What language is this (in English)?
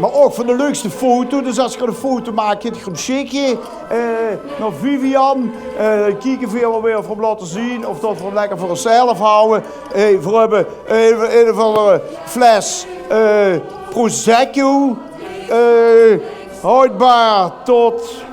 Limburgish